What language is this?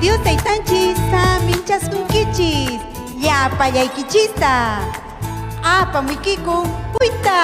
Ayacucho Quechua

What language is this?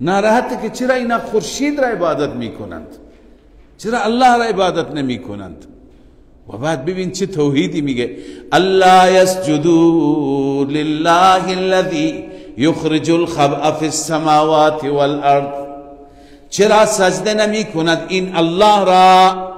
Persian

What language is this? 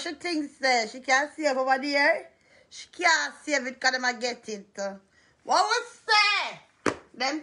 Jamaican Creole English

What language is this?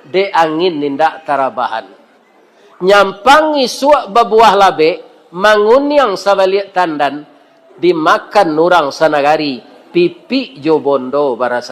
Minangkabau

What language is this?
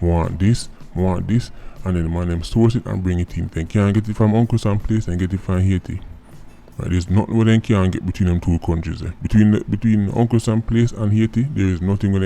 Jamaican Creole English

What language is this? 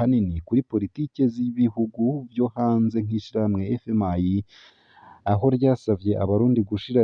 Rundi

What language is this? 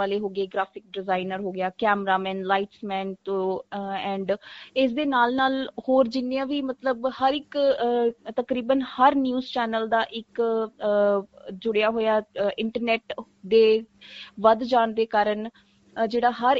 Punjabi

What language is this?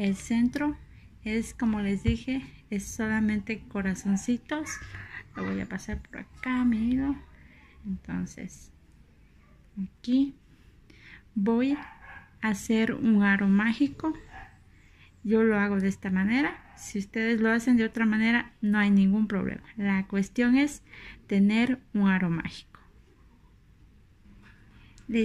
Spanish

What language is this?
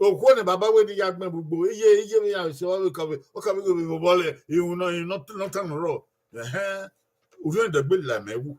Bini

